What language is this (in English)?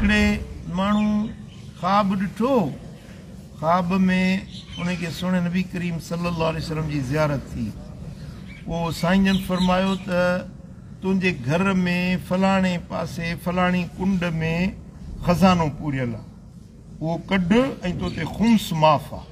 Sindhi